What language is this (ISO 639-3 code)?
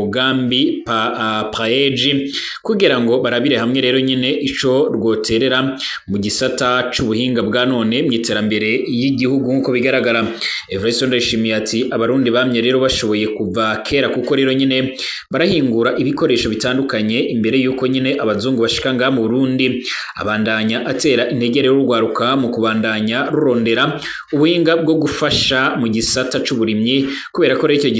run